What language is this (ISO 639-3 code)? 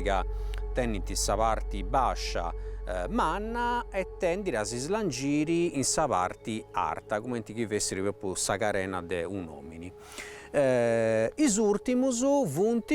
srd